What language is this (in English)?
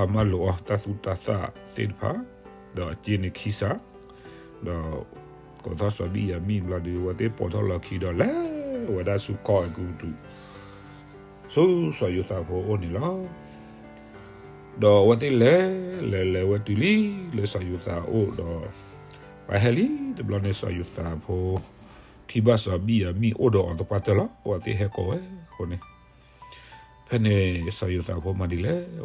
S'gaw Karen